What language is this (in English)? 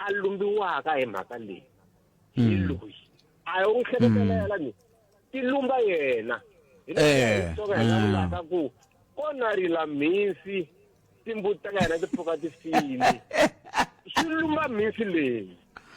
Tsonga